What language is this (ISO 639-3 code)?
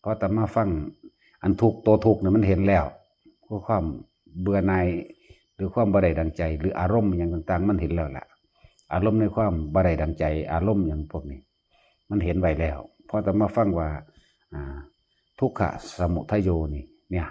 lao